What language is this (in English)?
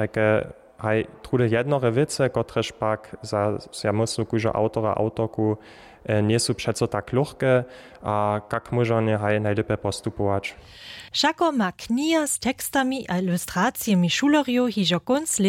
Upper Sorbian